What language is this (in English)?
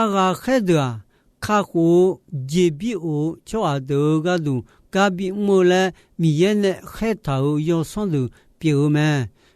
Akha